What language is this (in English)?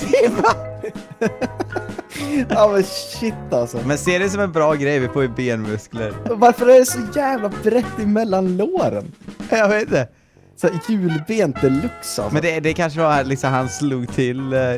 Swedish